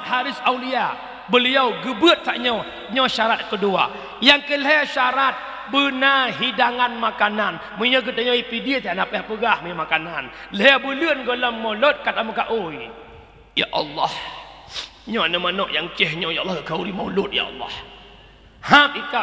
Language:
Achinese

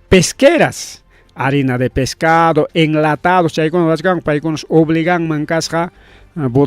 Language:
Ayacucho Quechua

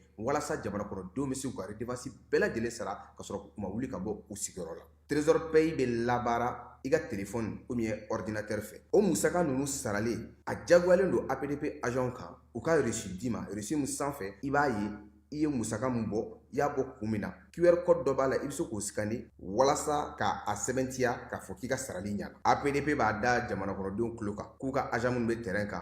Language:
Bambara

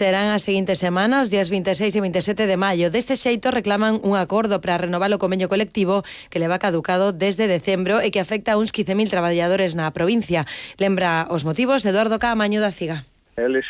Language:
Galician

